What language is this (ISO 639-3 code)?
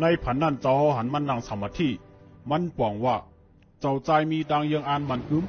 shn